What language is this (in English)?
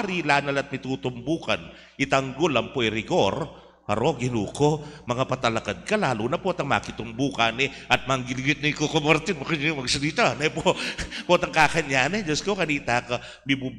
Pampanga